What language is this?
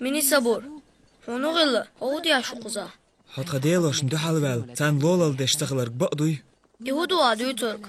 Chechen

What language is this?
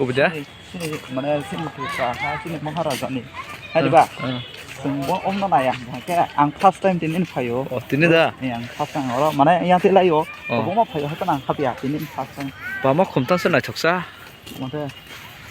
Kok Borok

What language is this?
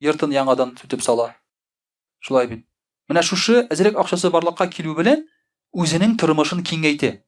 Tatar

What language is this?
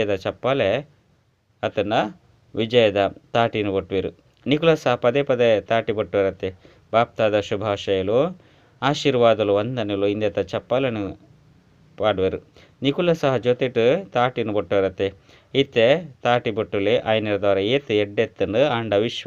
Tulu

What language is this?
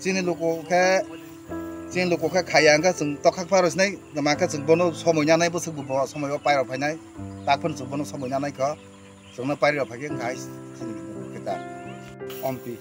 Kok Borok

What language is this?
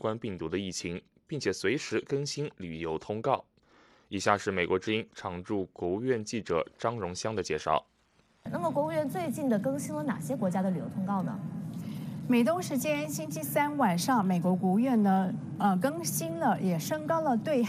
Chinese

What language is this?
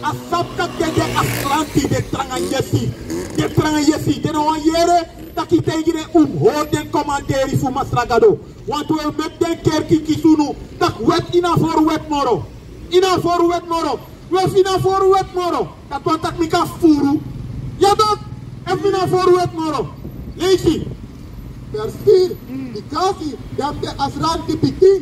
Sranan Tongo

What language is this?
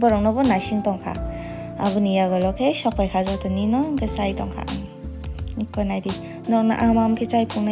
Kok Borok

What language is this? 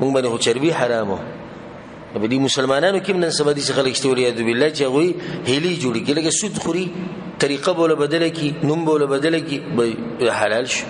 Pashto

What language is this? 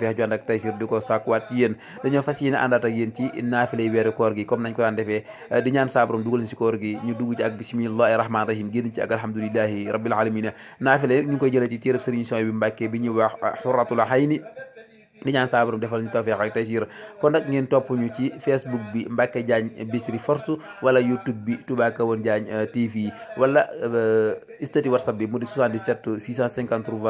Wolof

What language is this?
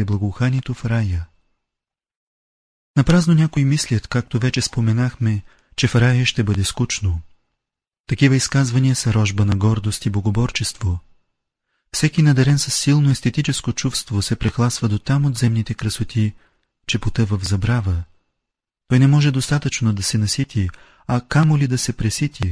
Bulgarian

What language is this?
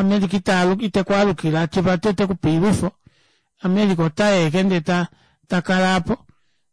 Kuanyama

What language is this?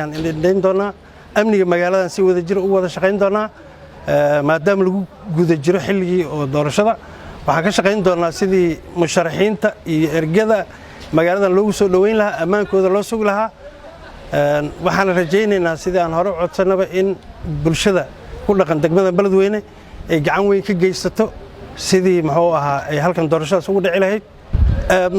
Somali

